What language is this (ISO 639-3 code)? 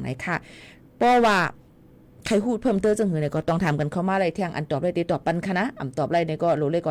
shn